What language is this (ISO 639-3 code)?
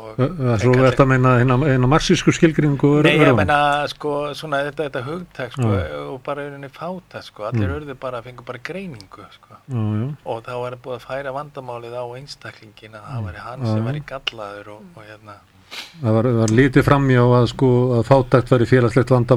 isl